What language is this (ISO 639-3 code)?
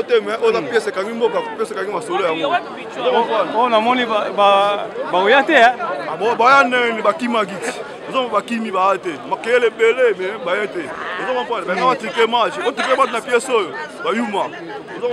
lin